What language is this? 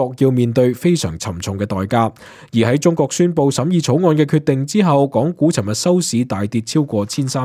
Cantonese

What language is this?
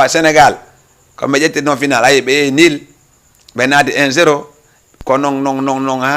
Fula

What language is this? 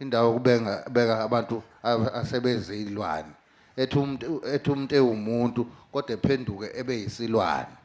Zulu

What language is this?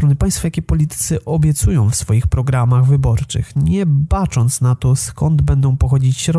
Polish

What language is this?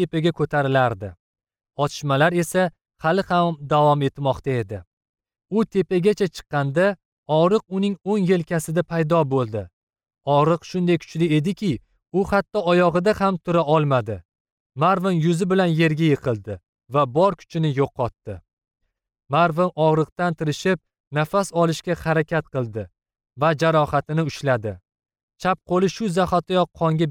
Uzbek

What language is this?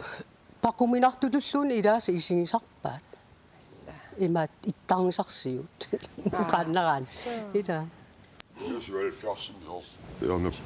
Kalaallisut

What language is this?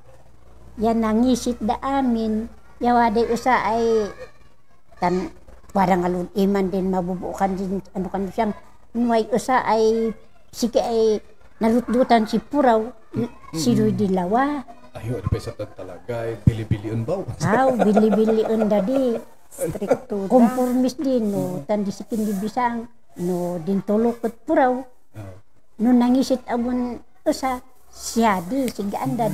Kankanaey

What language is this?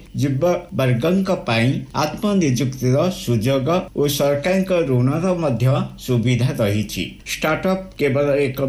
Odia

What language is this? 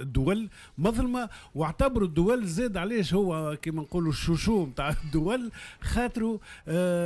Tunisian Arabic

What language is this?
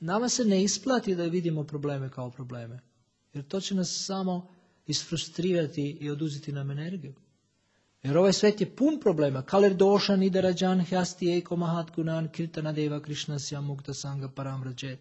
Serbian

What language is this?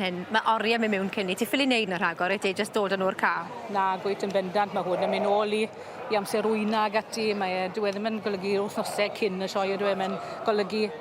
Welsh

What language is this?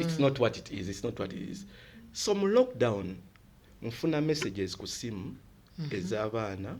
Ganda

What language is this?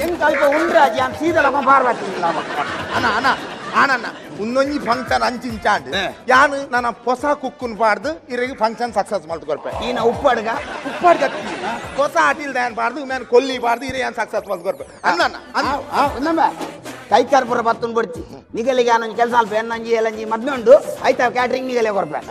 Tulu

